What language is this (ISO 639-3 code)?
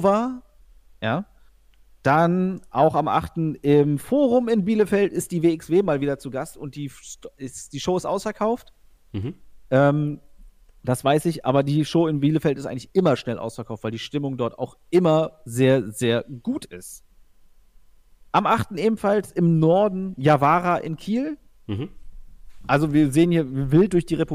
deu